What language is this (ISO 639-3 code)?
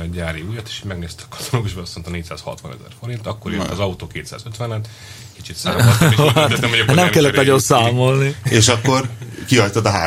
hun